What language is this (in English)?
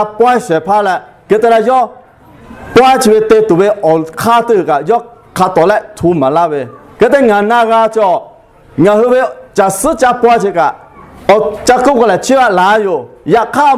Lahu